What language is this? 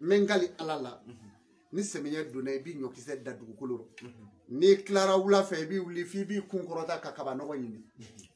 Bambara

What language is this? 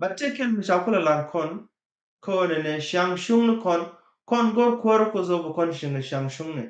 Nuer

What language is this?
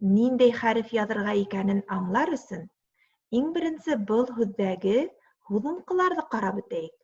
Bashkir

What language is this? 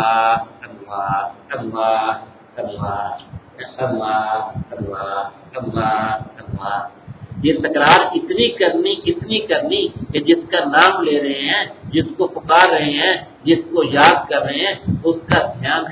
Urdu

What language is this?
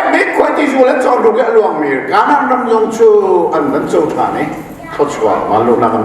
Hakha Chin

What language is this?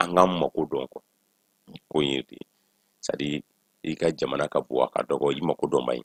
Bambara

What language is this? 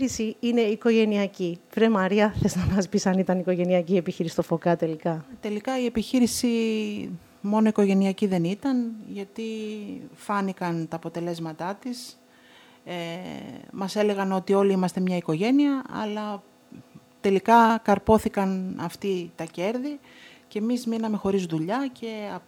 Greek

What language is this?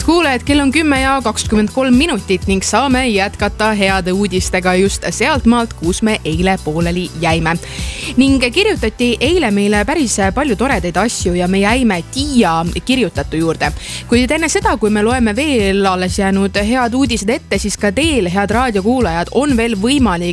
Estonian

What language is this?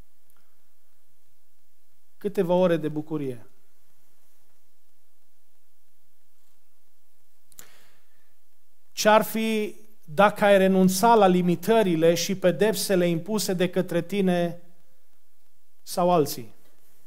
Romanian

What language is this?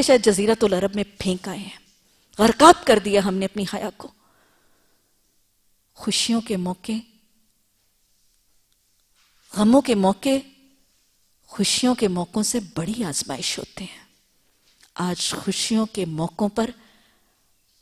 Urdu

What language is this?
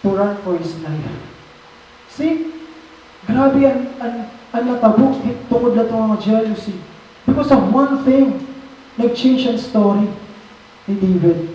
Waray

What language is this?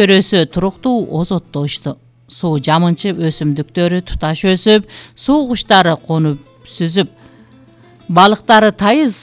Kyrgyz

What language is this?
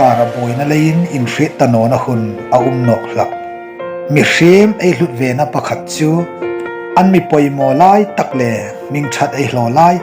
Hmar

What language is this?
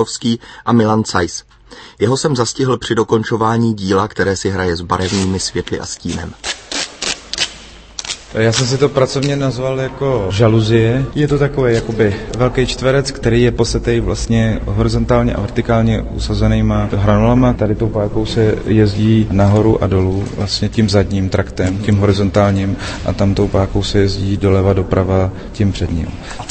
Czech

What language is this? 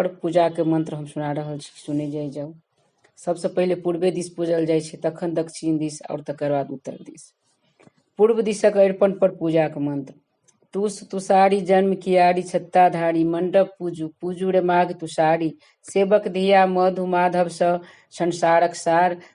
Maithili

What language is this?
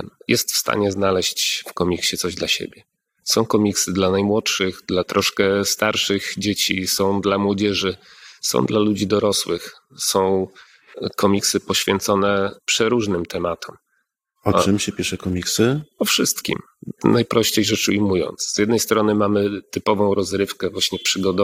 Polish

